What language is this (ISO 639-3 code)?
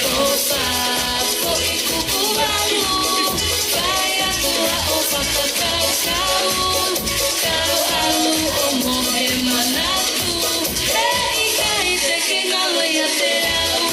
ton